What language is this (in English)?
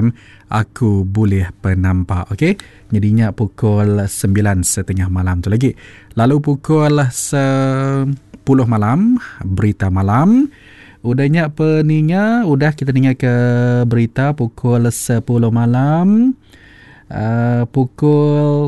Iban